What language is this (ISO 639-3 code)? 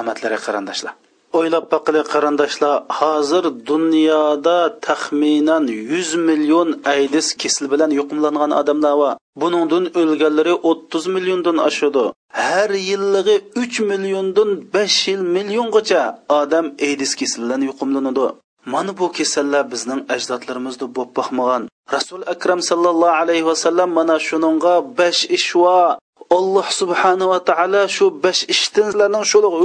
uig